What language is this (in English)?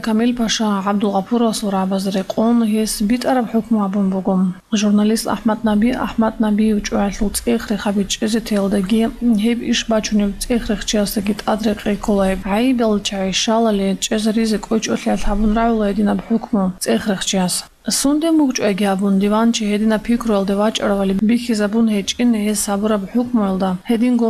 Avaric